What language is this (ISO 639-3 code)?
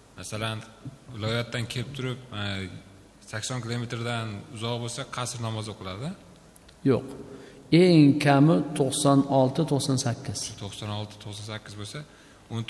uzb